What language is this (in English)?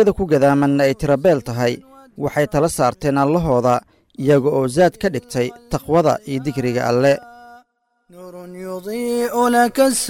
Somali